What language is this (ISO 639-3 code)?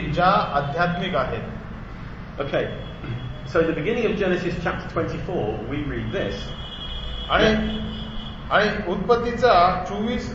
mar